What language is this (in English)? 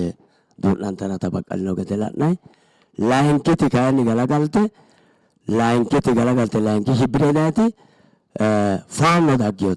Sidamo